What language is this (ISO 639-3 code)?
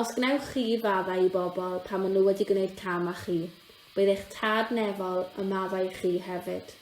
cym